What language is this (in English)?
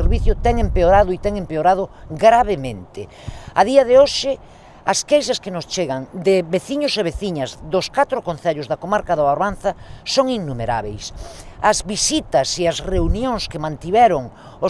Galician